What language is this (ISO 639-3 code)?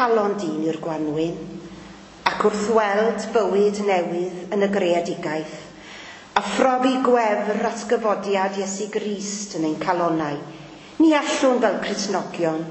cym